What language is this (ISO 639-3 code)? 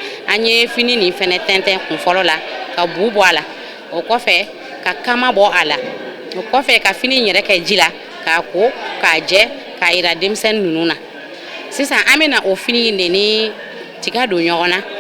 bam